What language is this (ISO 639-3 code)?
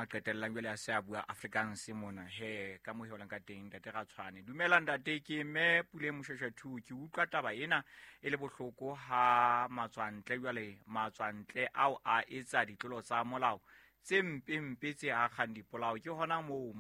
sot